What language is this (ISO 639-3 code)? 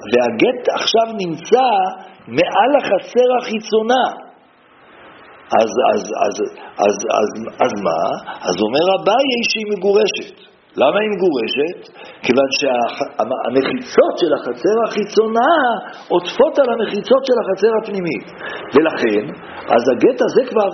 heb